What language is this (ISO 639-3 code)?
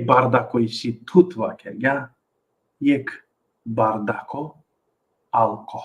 rmn